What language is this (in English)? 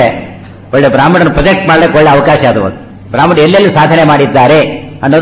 Kannada